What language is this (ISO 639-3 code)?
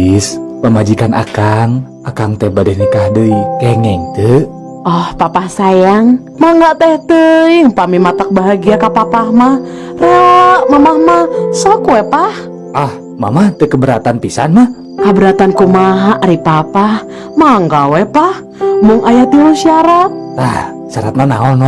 sun